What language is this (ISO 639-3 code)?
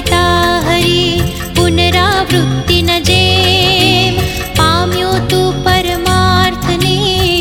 guj